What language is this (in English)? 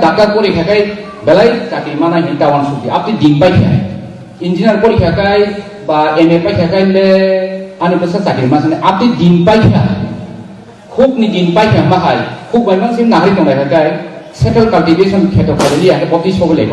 Kok Borok